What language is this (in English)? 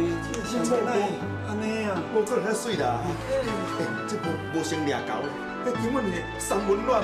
Min Nan Chinese